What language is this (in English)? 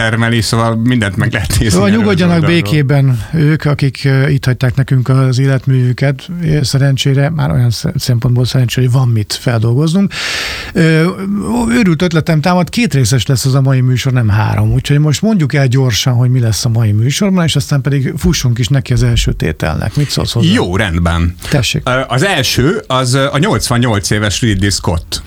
Hungarian